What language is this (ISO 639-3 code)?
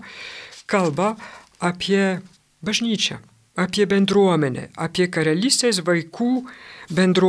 lit